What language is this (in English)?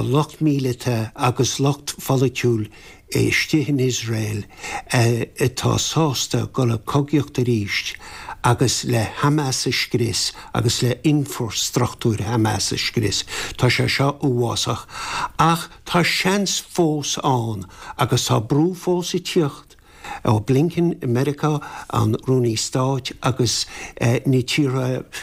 Irish